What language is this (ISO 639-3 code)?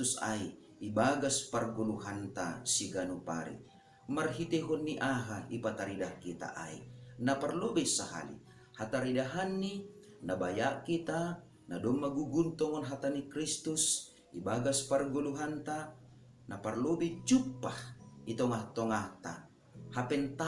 bts